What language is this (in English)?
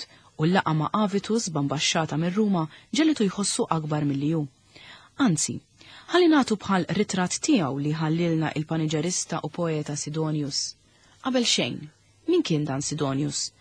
Maltese